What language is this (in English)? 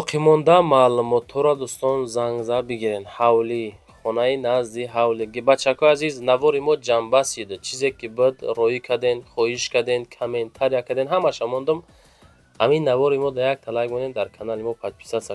Tajik